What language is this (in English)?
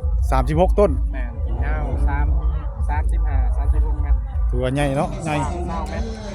Northeastern Thai